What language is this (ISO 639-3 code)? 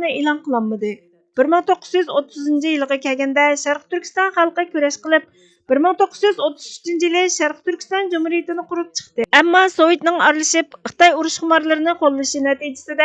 uig